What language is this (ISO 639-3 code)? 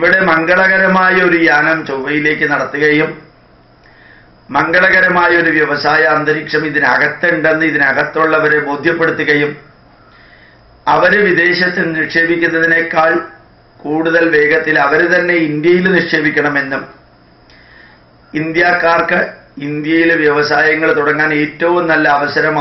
mal